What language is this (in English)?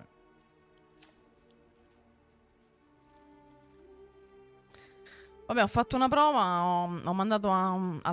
Italian